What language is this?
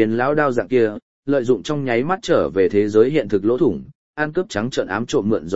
Vietnamese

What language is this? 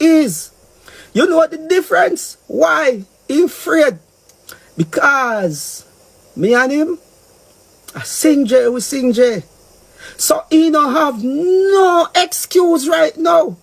Jamaican Creole English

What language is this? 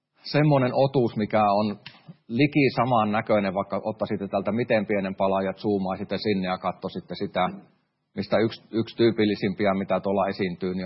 Finnish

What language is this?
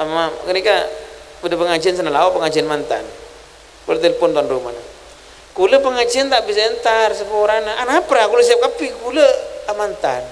Madurese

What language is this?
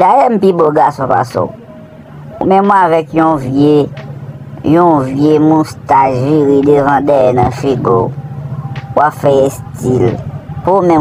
Haitian Creole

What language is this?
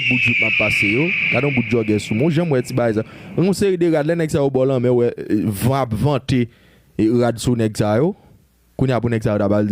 Haitian Creole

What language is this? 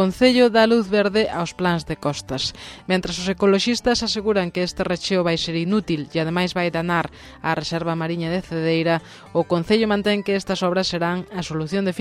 Galician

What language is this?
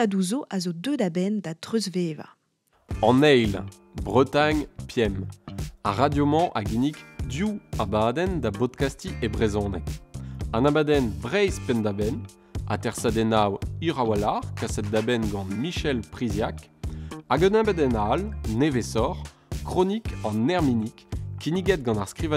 Breton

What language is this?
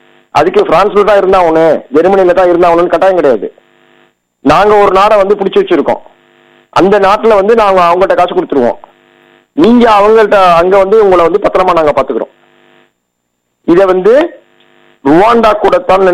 Tamil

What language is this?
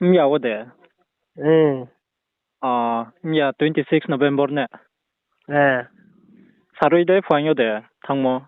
Riang (India)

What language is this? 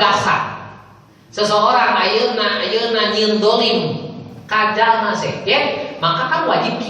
Sundanese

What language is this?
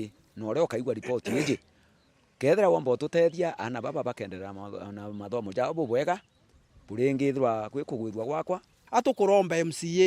Meru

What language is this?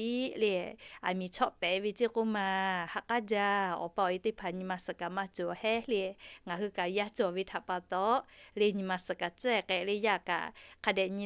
Lahu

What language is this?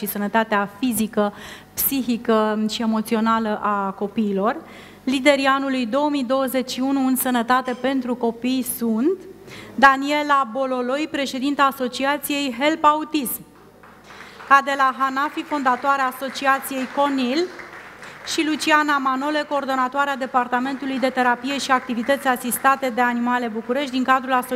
Romanian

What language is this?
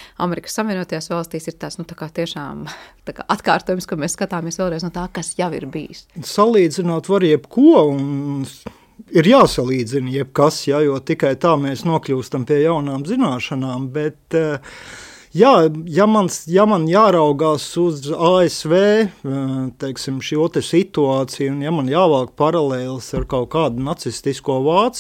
Latvian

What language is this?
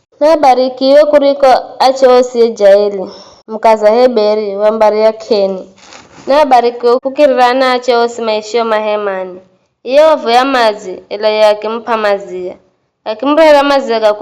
Giryama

